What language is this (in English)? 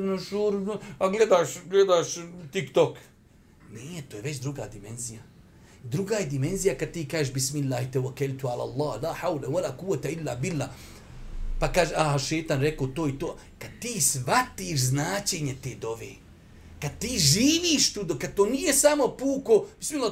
Bosnian